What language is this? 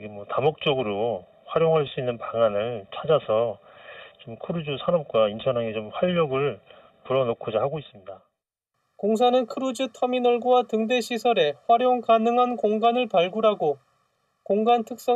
Korean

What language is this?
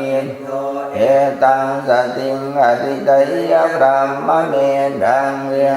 Pali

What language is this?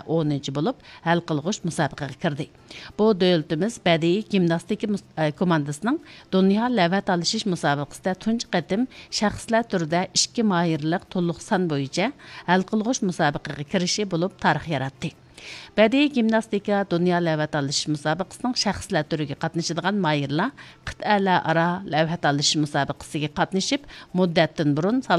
Uyghur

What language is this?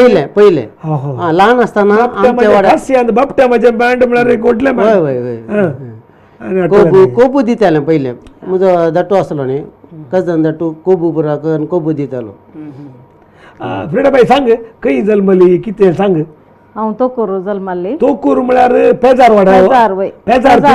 Konkani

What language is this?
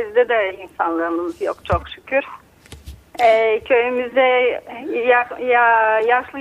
Turkish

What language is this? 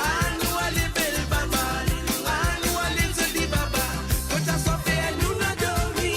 Morisyen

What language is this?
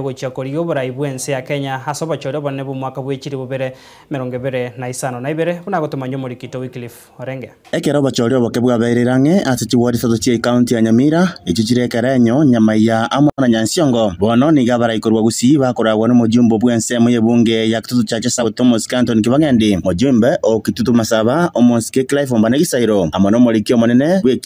Gusii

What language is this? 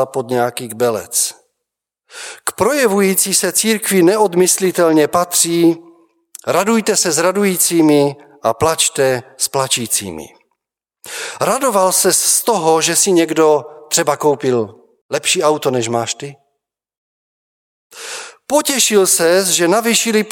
Czech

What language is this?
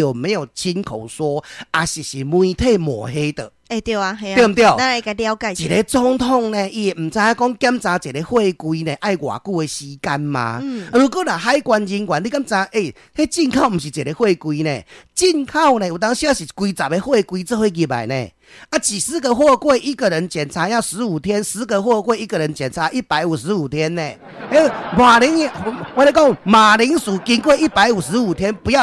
Min Nan Chinese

